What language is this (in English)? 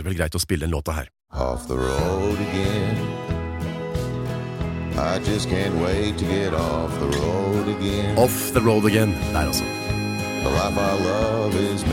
Norwegian